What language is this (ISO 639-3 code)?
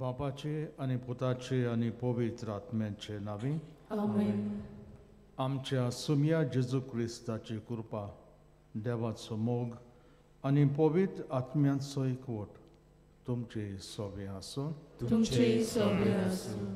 kok